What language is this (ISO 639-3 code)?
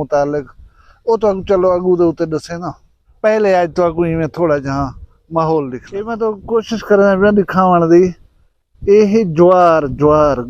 skr